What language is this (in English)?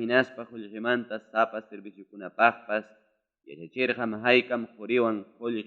Ayacucho Quechua